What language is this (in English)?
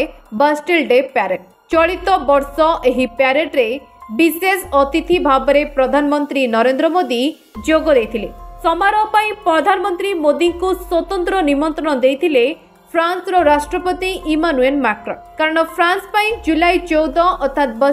Odia